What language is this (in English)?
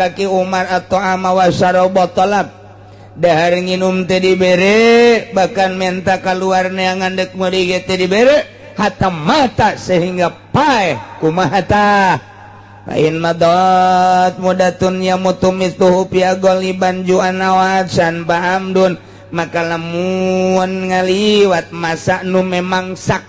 Sundanese